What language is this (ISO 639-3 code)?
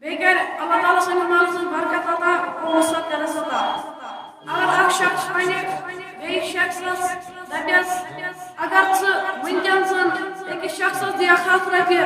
kas